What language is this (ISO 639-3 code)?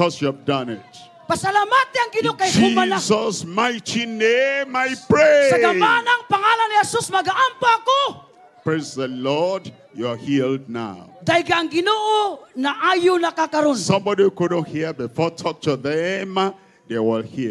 ceb